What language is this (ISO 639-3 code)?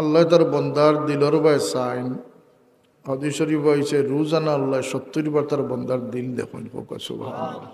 syl